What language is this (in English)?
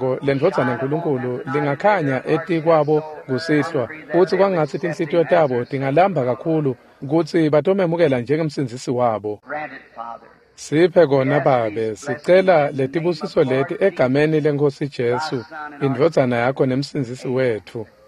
Swati